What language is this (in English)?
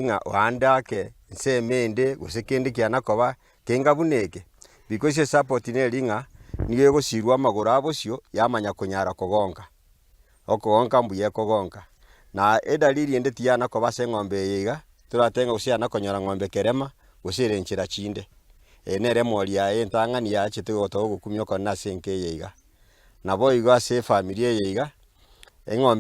Gusii